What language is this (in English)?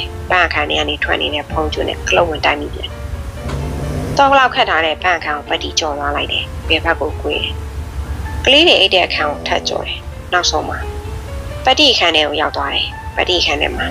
Burmese